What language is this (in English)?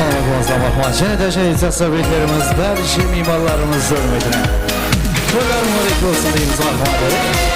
Kara-Kalpak